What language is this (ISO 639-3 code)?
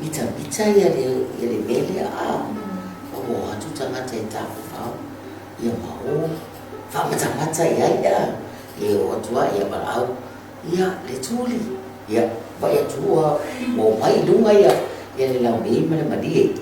smo